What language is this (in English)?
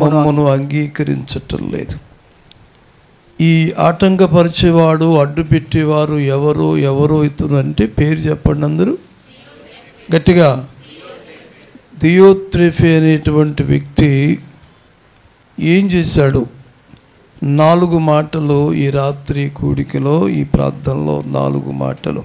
Telugu